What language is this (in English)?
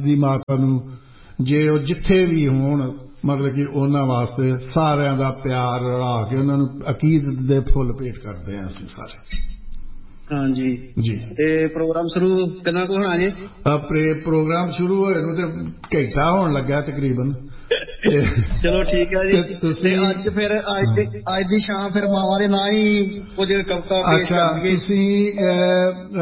Punjabi